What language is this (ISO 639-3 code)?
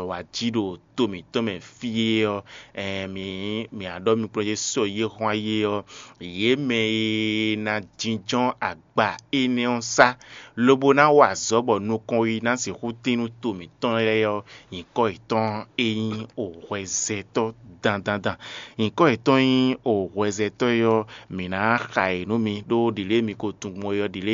fon